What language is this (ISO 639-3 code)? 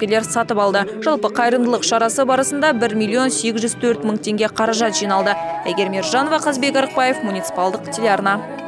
kaz